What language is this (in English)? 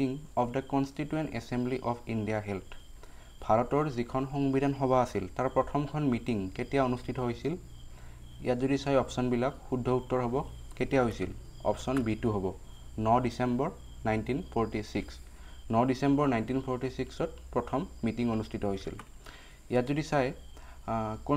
Assamese